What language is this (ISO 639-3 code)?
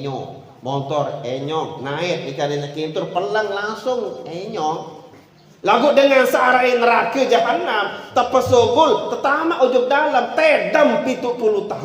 sas